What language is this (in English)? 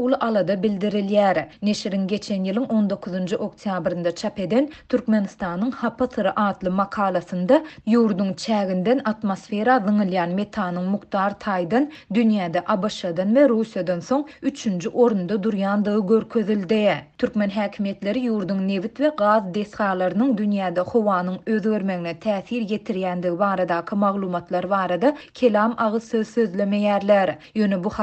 Turkmen